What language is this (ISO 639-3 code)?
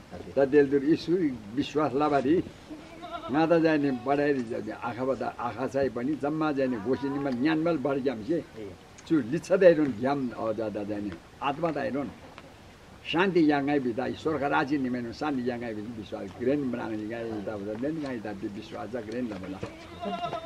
taj